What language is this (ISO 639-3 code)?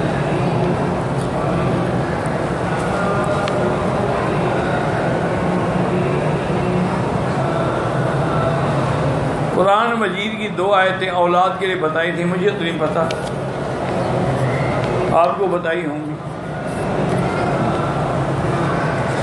urd